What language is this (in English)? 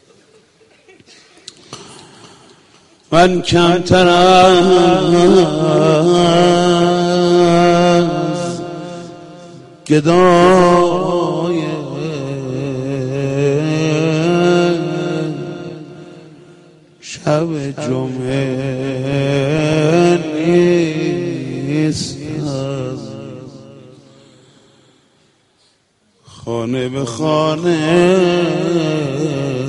Persian